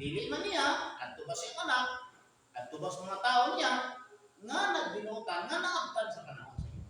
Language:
Cebuano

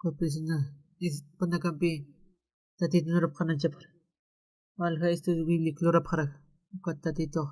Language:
Aymara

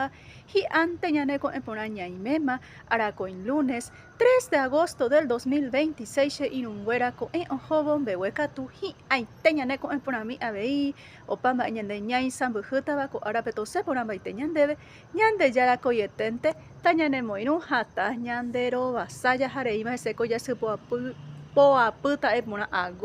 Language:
Guarani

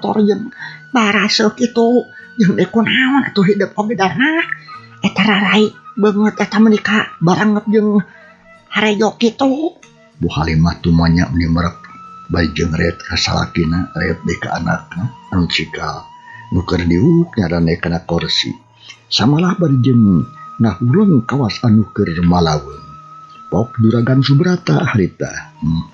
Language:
Sundanese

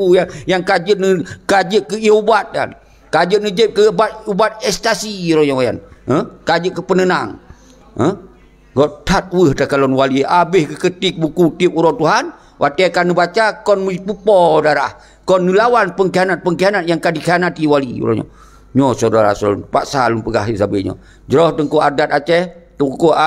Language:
Achinese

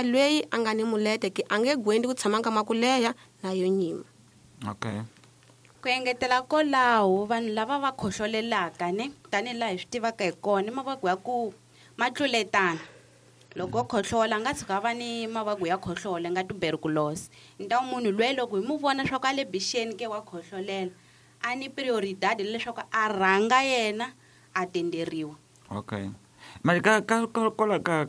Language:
Tsonga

